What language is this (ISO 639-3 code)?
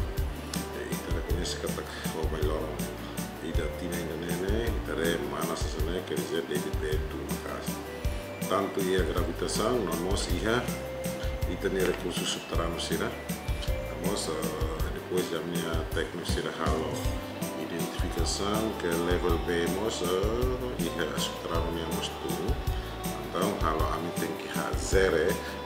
tet